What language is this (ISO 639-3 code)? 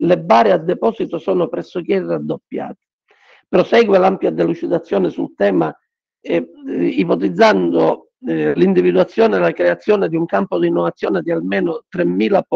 ita